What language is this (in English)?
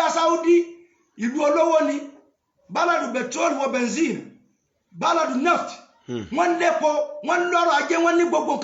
Yoruba